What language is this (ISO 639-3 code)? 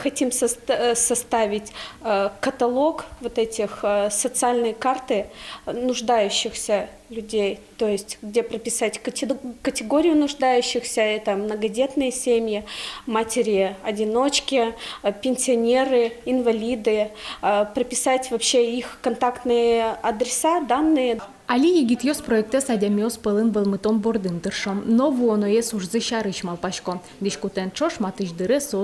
udm